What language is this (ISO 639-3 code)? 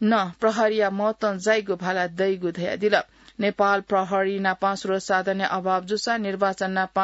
new